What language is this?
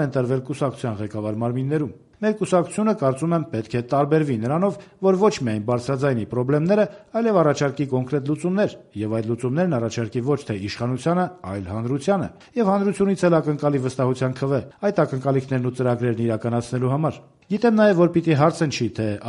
Armenian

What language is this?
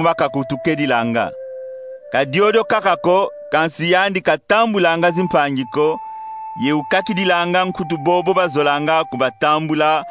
Kongo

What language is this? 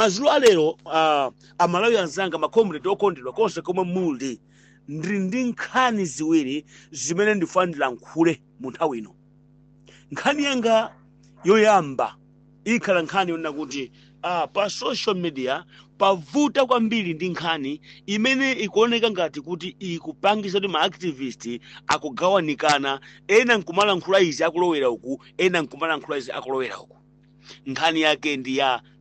Nyanja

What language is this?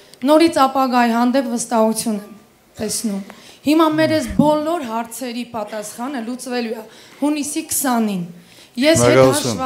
Armenian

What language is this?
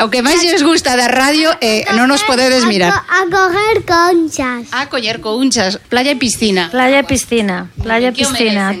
Galician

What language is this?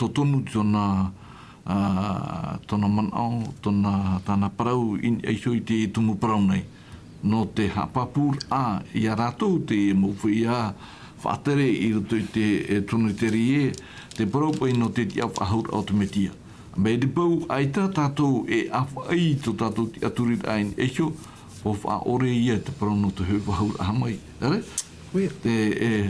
Tahitian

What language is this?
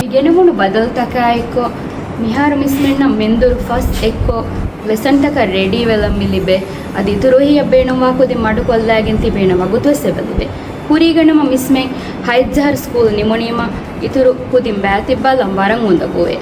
Divehi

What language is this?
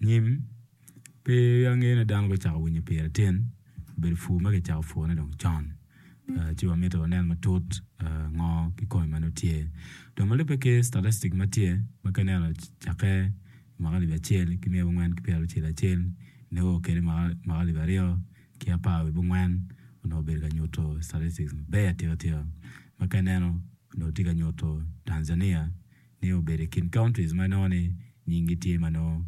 Acoli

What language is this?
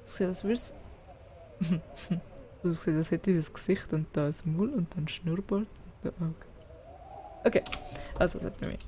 Swiss German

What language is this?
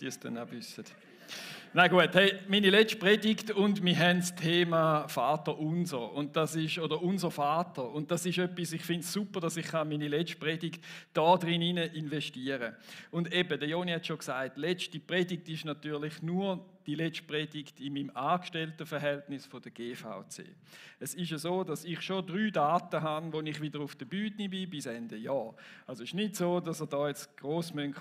Swiss German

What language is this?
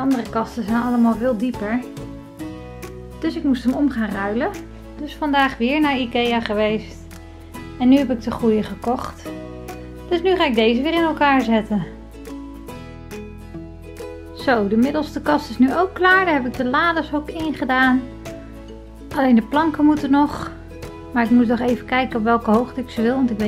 Dutch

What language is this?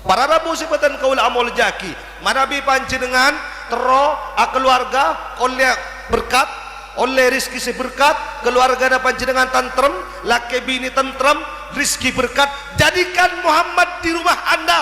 Madurese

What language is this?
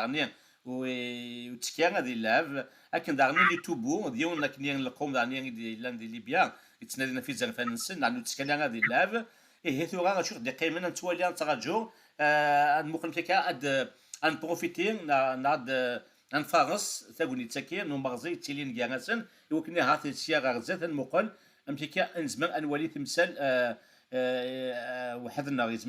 Kabyle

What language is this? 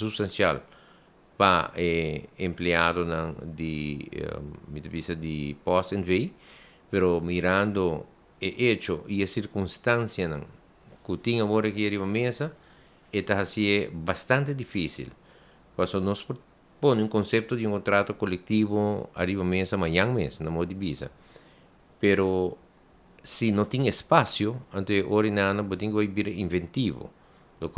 Papiamento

